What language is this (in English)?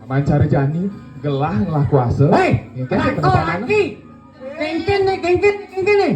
Balinese